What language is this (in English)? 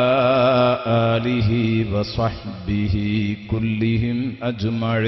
Malayalam